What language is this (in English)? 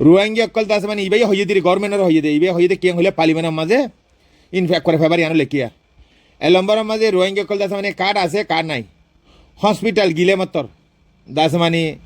Rohingya